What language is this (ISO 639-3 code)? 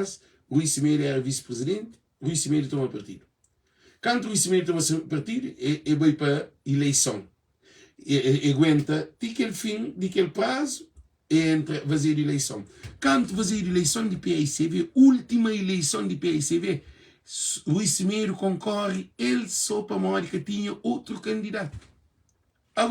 kea